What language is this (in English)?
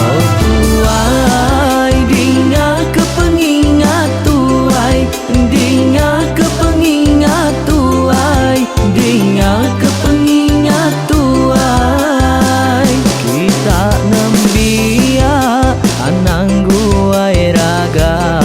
Iban